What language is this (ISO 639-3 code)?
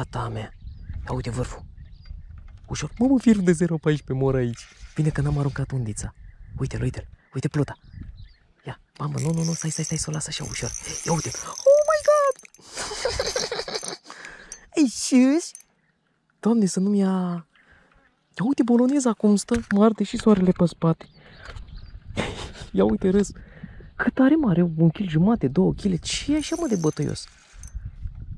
ron